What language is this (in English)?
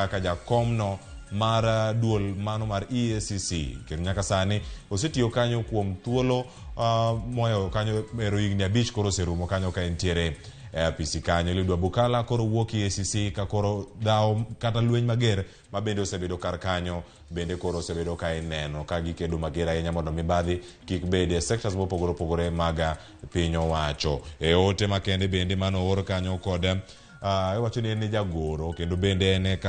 Luo (Kenya and Tanzania)